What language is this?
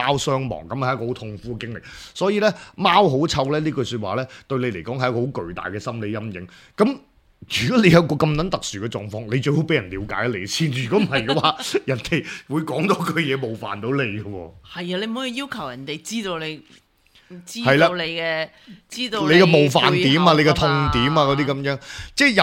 Cantonese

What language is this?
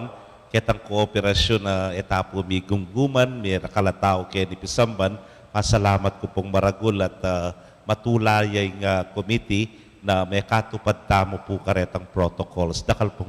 Pampanga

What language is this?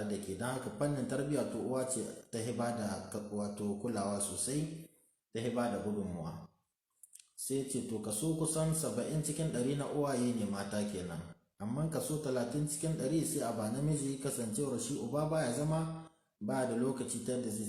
Hausa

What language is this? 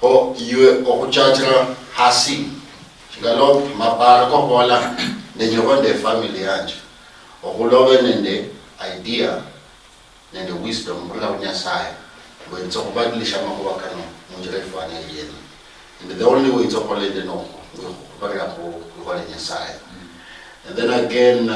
Luyia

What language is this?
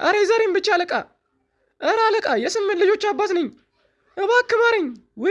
Amharic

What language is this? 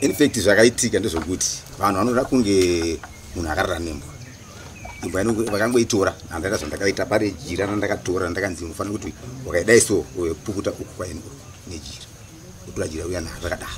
Shona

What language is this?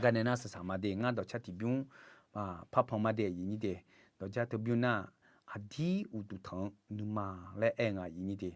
Akha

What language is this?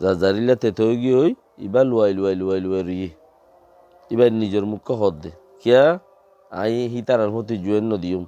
Rohingya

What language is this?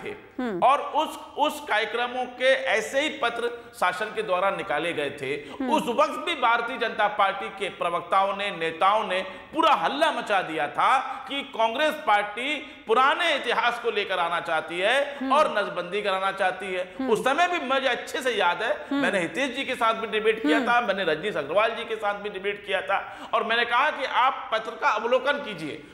Hindi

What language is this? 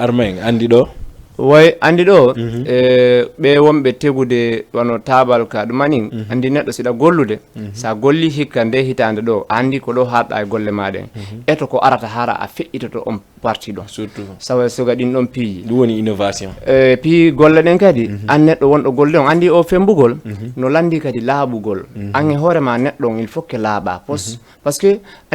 Fula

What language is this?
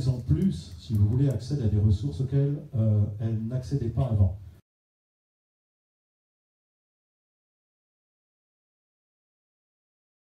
French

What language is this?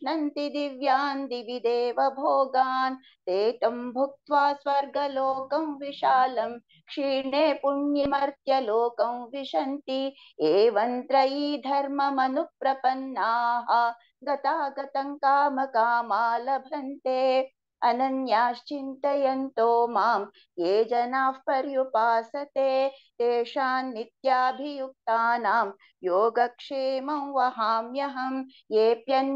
Sanskrit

